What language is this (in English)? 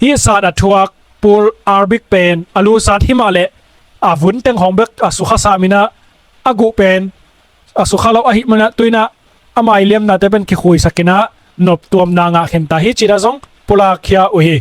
Tedim Chin